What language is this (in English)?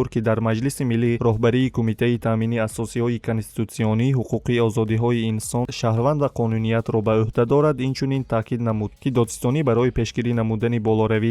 Tajik